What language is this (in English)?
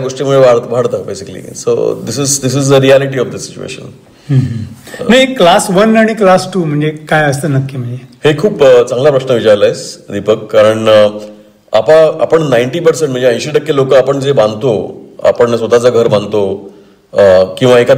Marathi